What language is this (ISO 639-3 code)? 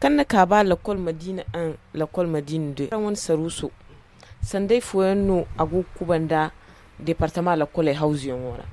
dje